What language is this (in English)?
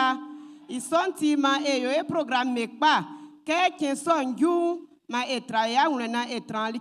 Baoulé